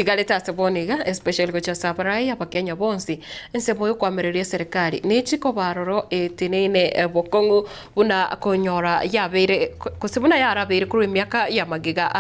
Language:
Gusii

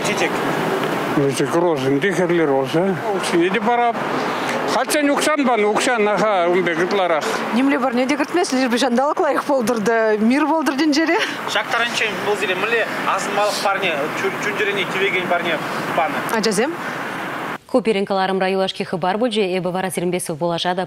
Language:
Chuvash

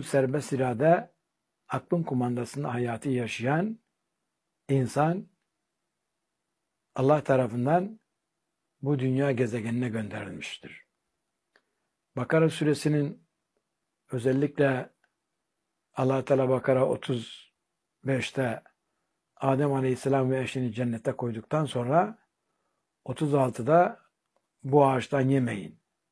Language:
Turkish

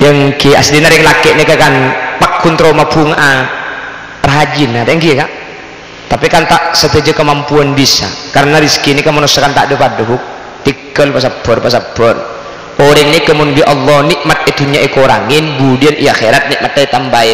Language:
Madurese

